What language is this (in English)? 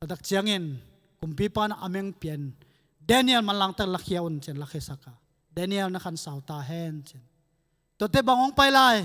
Tedim Chin